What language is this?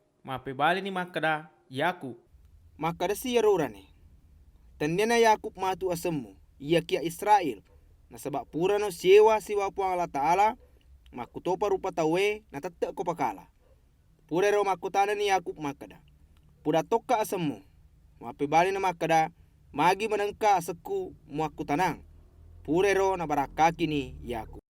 Buginese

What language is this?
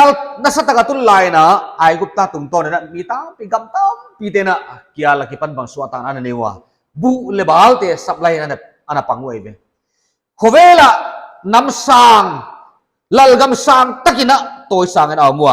Paite Chin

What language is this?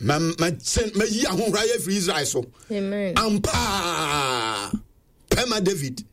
Akan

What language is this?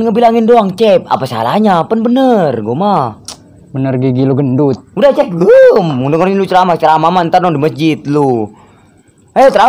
Betawi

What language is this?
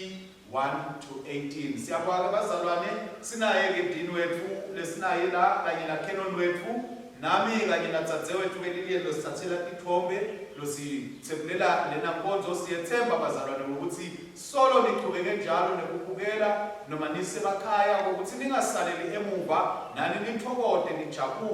Swati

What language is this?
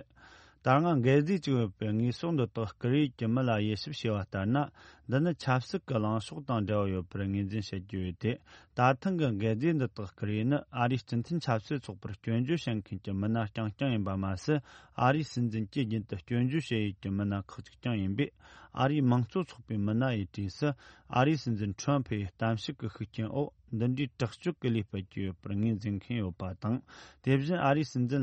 Tibetan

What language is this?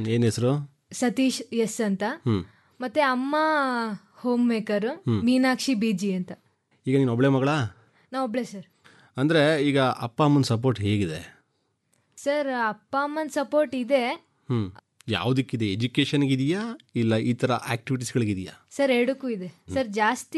Kannada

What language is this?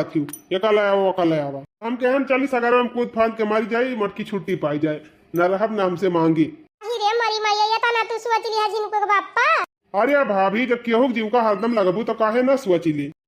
Awadhi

